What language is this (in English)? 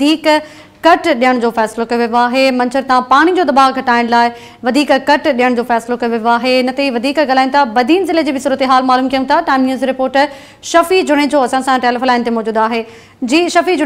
Sindhi